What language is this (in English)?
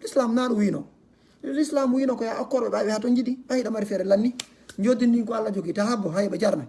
Fula